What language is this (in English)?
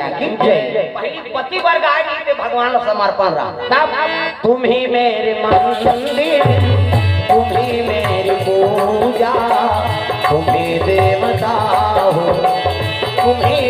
Chhattisgarhi